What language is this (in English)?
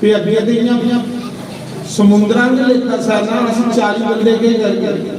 Dogri